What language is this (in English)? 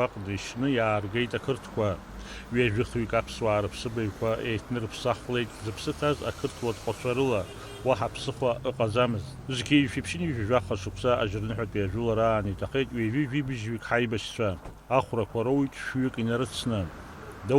Abkhazian